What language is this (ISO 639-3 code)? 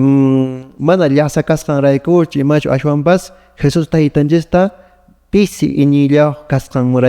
que